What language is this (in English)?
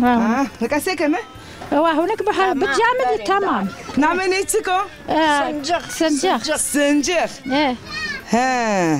Zaza